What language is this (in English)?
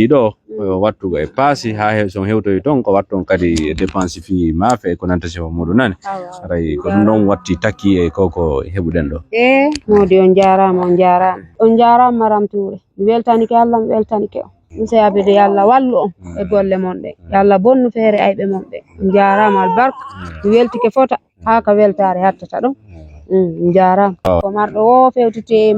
Fula